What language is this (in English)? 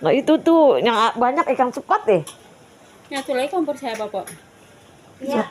Betawi